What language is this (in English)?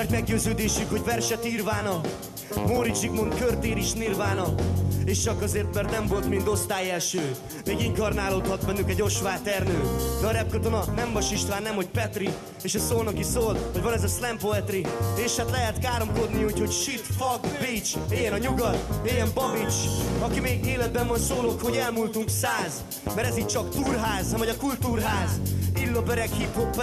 Hungarian